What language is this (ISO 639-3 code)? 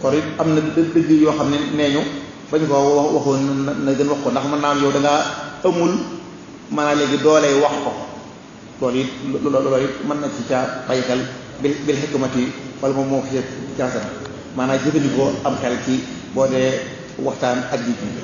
wol